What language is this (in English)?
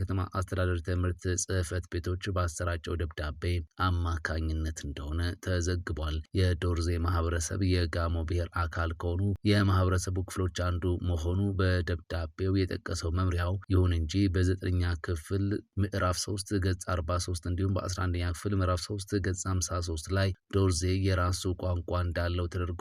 Amharic